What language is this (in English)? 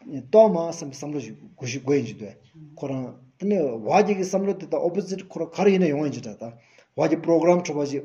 Stod Bhoti